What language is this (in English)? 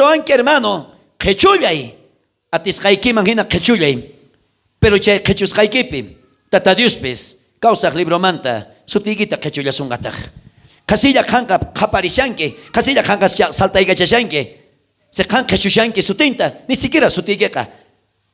South Bolivian Quechua